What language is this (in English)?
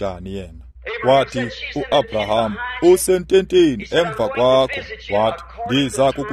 Xhosa